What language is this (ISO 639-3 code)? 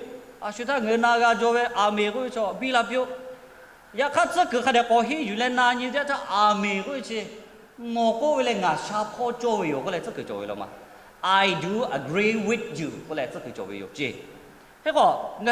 lhu